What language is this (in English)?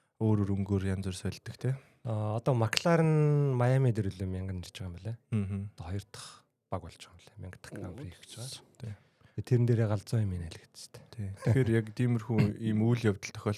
Mongolian